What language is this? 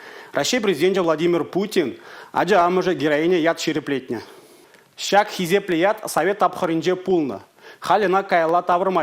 Chuvash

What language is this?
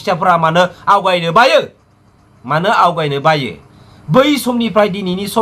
Bodo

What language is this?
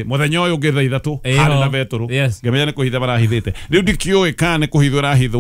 Kikuyu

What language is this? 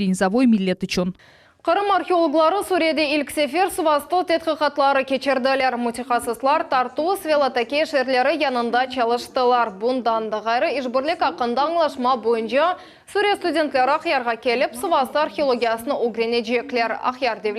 Crimean Tatar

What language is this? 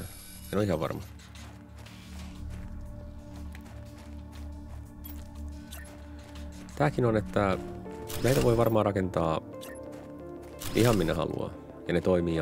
Finnish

